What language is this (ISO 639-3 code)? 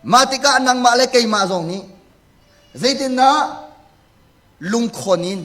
cnh